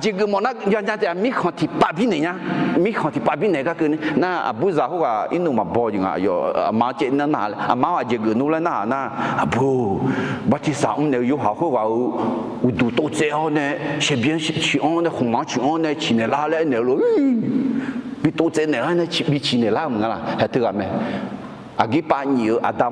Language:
Akha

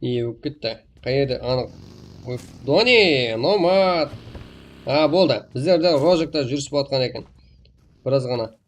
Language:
Kara-Kalpak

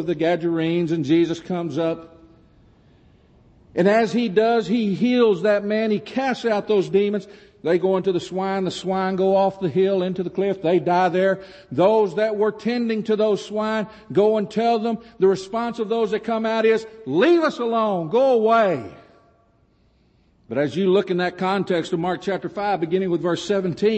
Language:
English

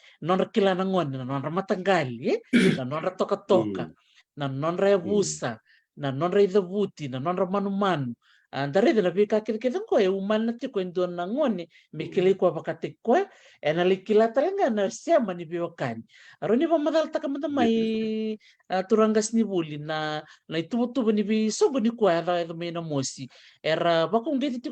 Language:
Fijian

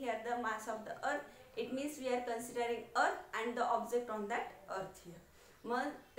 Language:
Marathi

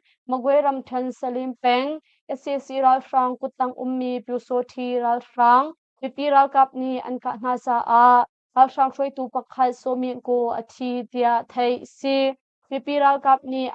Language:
Hakha Chin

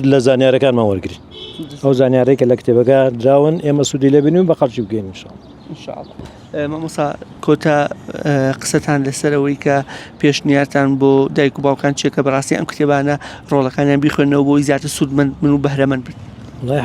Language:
Central Kurdish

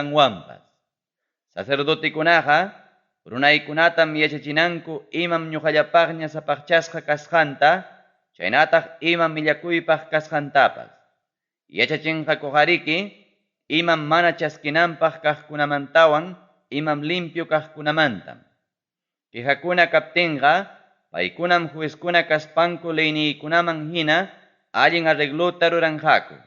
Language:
Ayacucho Quechua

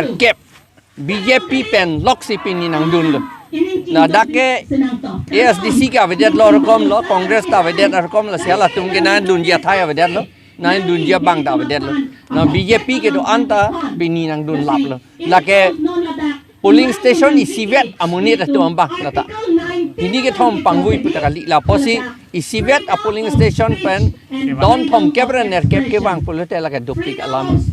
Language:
Karbi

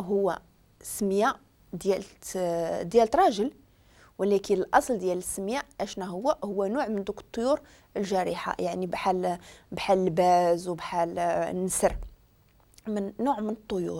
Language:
Moroccan Arabic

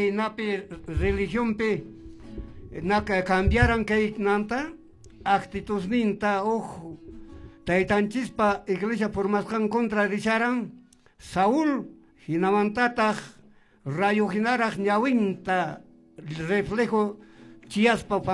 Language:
Quechua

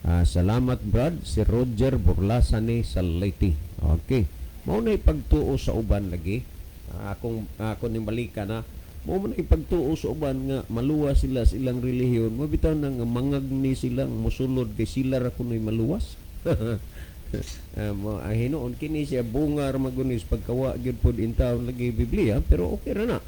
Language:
Cebuano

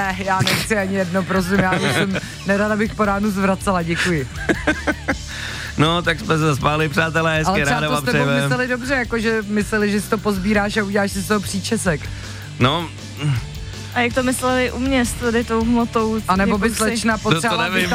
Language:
Czech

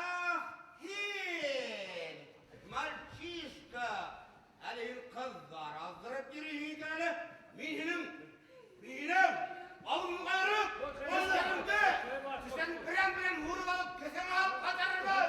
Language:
Bashkir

